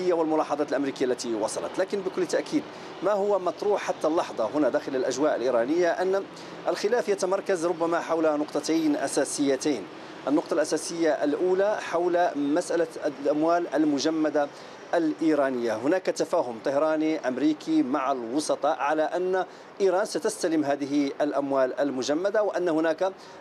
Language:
Arabic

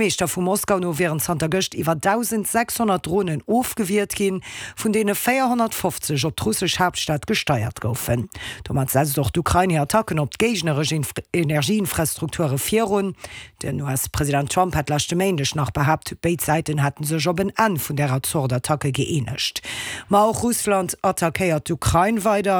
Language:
Luxembourgish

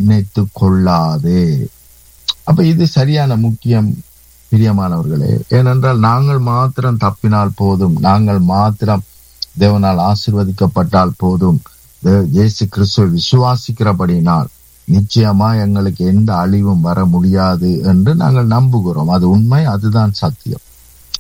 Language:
Tamil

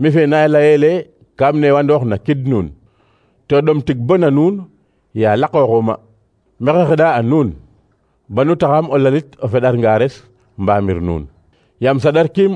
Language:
Serer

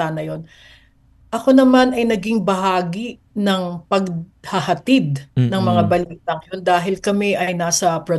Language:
Filipino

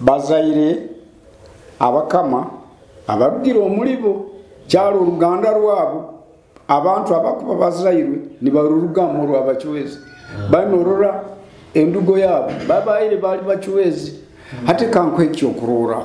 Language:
Nyoro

